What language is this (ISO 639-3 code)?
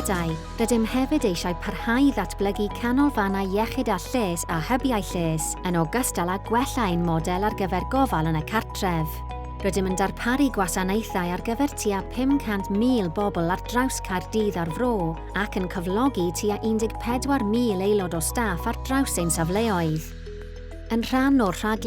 cym